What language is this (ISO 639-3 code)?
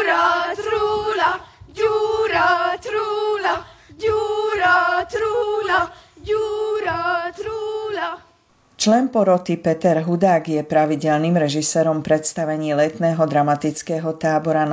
slk